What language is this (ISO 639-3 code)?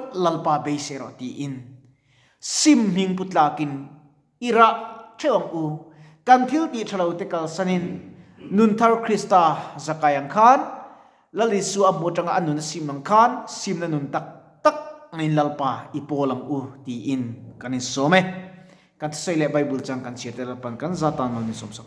lus